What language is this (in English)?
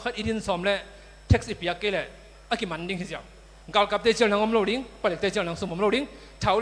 Tedim Chin